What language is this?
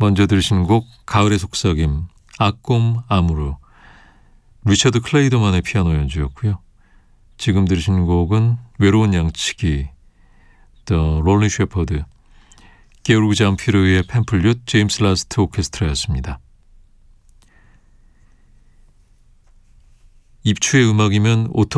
Korean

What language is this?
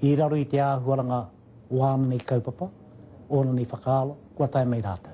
Māori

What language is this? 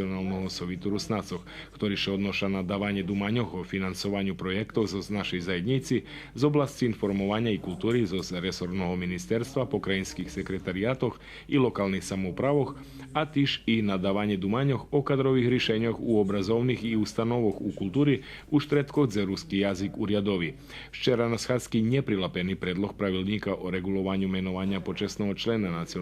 Rusyn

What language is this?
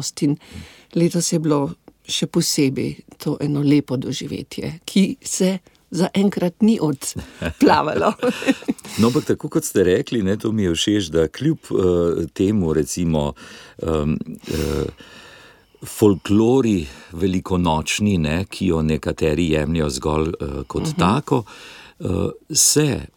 Slovenian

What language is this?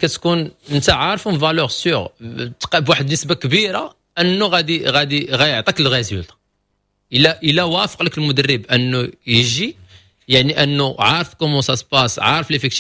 Moroccan Arabic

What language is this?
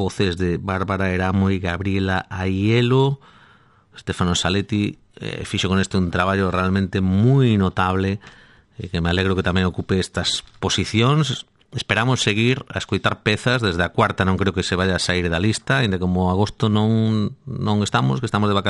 Galician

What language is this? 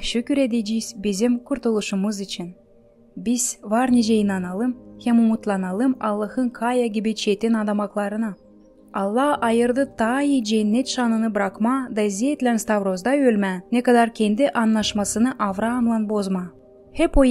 Gagauz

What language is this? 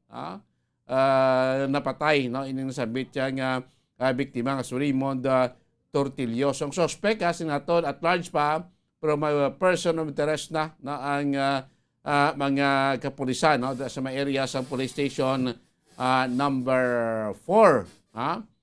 Hiligaynon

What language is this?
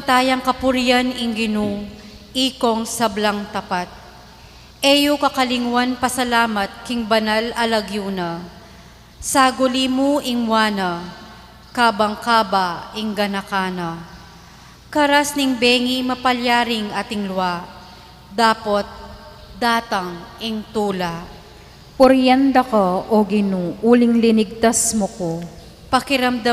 Pampanga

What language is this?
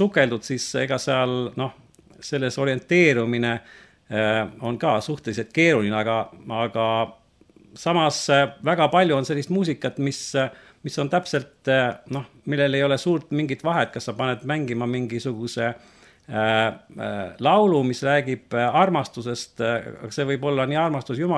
Estonian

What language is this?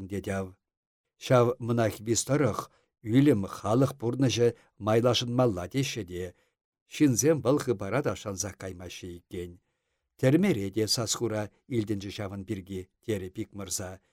Chuvash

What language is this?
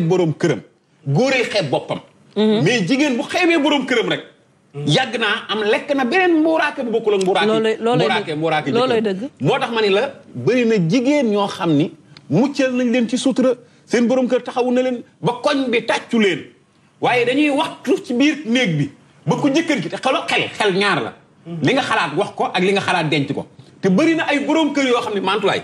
Wolof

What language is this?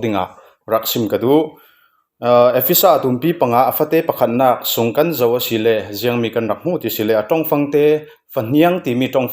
Falam Chin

